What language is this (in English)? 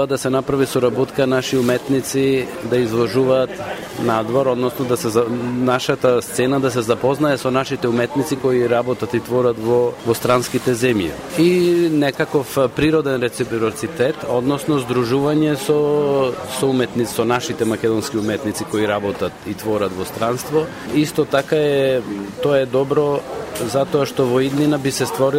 Macedonian